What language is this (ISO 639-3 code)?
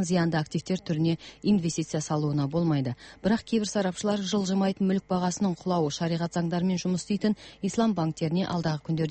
kaz